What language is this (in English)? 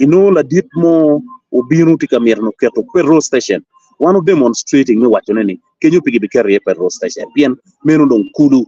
Acoli